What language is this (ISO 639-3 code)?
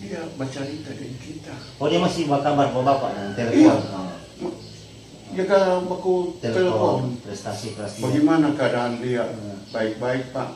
xmm